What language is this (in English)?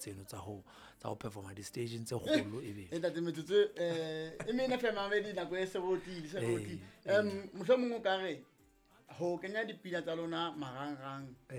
Southern Sotho